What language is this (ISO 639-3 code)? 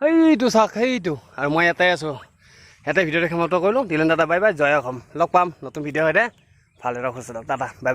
asm